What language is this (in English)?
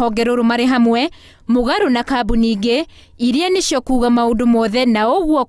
Kikuyu